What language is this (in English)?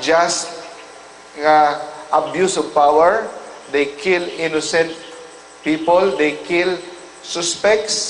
Cebuano